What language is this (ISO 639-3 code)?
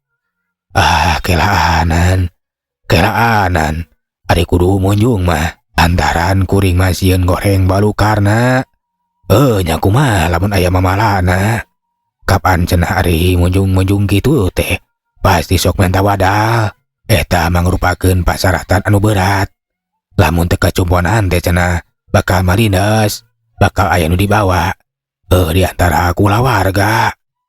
sun